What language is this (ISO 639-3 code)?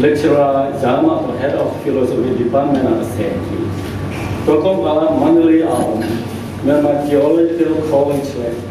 ctd